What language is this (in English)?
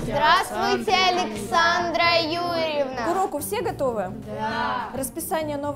Russian